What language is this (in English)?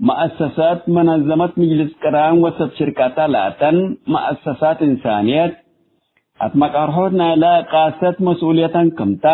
Tigre